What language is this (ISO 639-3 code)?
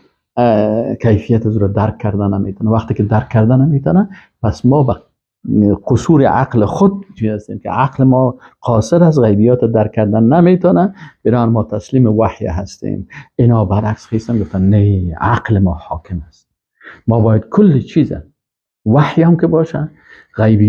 fas